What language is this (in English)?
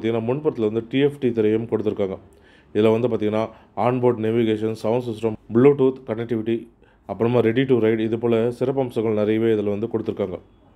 Tamil